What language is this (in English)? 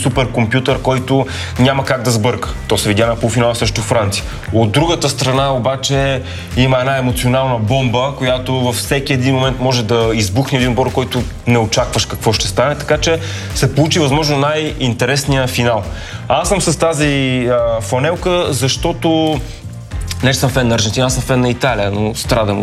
Bulgarian